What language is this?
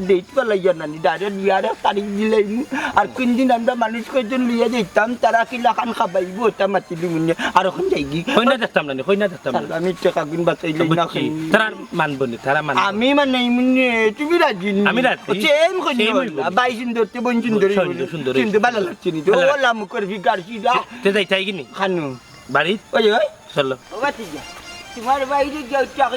Sylheti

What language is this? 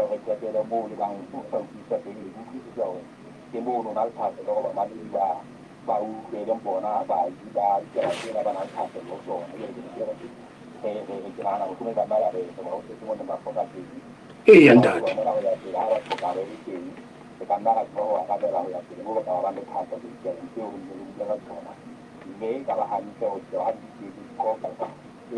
Southern Sotho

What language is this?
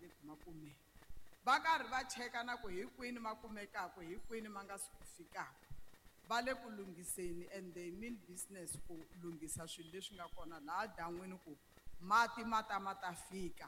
Tsonga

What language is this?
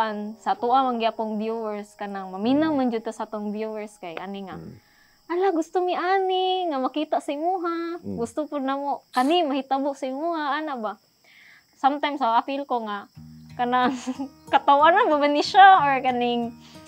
Cebuano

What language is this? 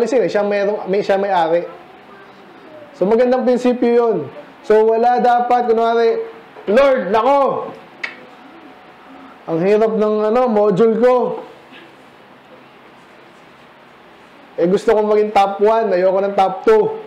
Filipino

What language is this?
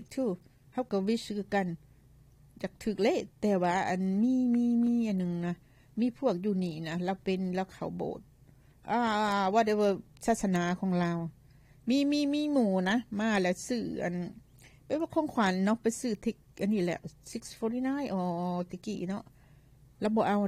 Lao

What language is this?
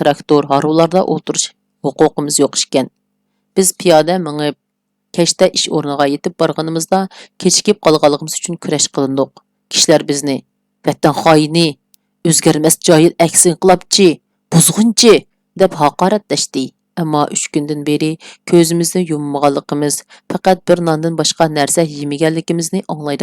Uyghur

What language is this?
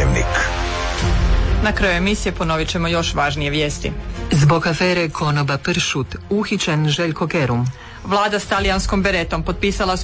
Croatian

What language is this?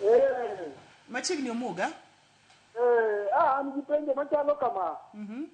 Luo (Kenya and Tanzania)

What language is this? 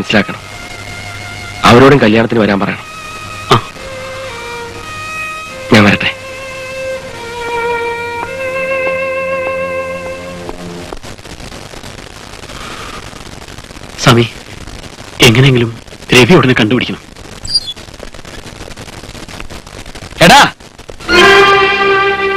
Malayalam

